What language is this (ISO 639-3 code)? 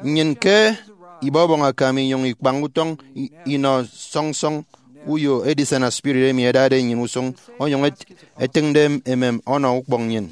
efi